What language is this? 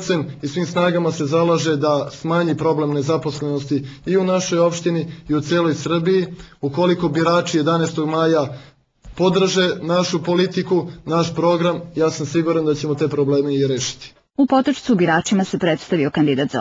Serbian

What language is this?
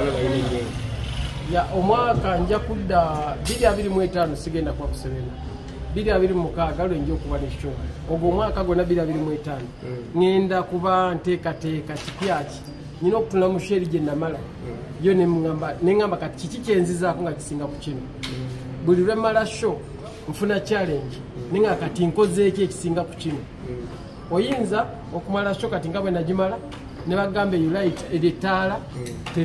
Ganda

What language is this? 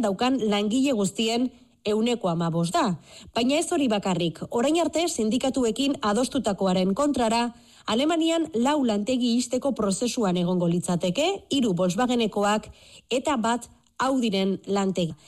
Basque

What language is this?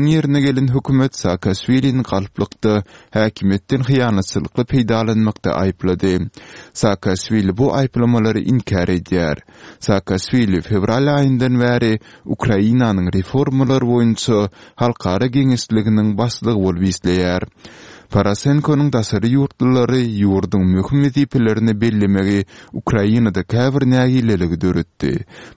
Turkmen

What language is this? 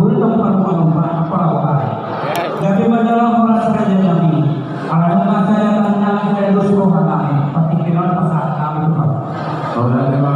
Batak Toba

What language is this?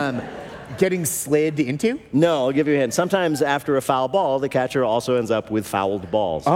English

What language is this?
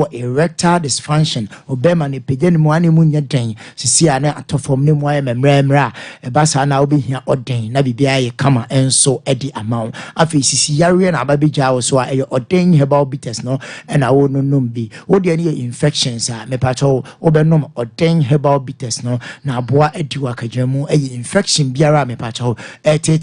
Akan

